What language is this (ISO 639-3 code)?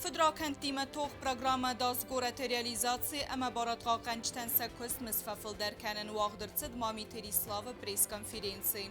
oss